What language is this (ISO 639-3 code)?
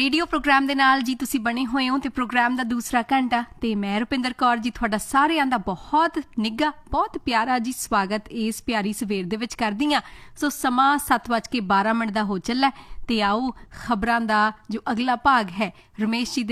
pan